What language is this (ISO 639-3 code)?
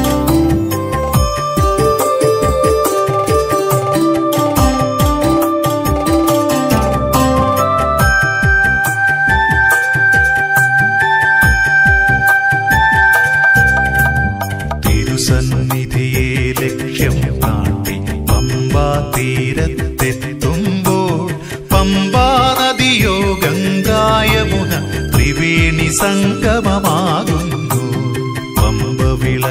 mal